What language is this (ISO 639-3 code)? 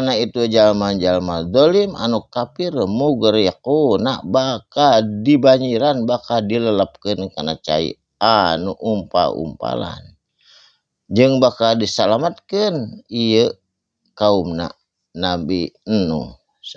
sun